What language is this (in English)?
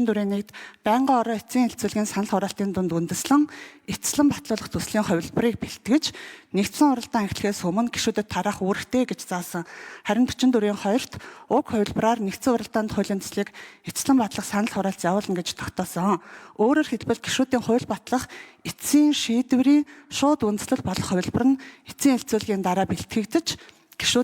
Mongolian